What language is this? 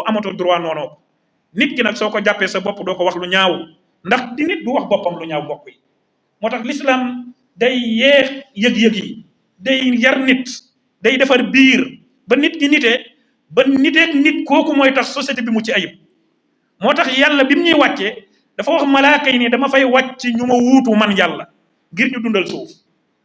Wolof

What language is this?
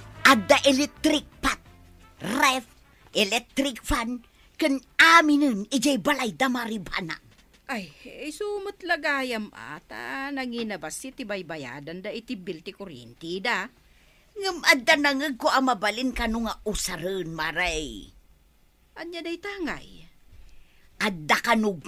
Iloko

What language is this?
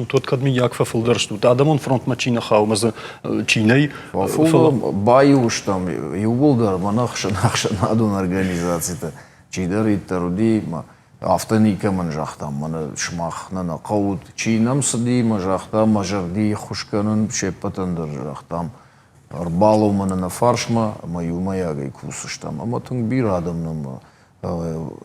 Ossetic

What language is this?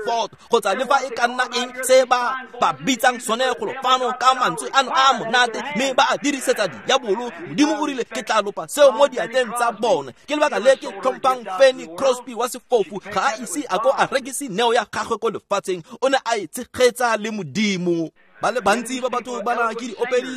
Tswana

